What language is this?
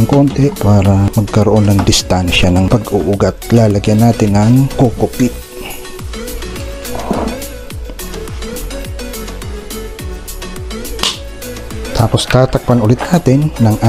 Filipino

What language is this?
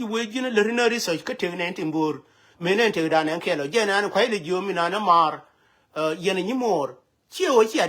Nuer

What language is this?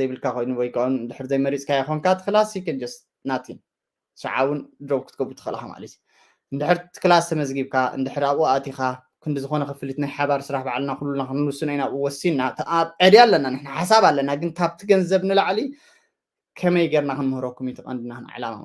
Tigrinya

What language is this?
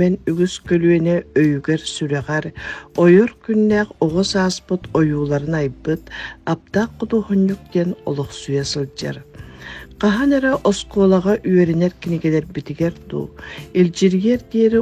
Yakut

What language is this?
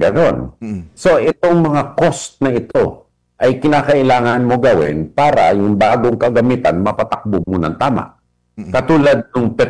Filipino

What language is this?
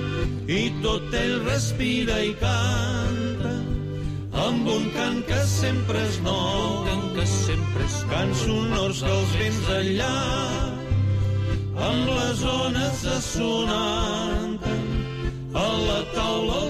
Catalan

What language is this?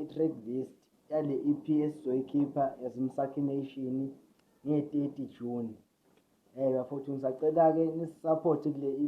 Zulu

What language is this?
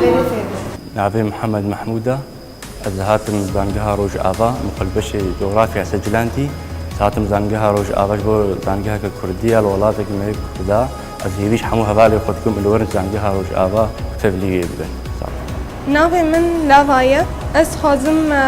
Kurdish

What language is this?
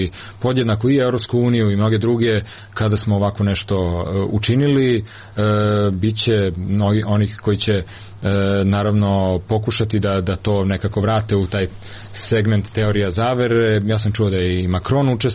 Serbian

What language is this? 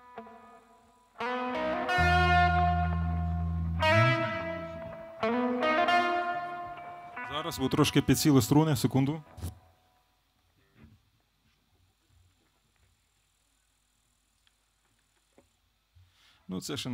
Ukrainian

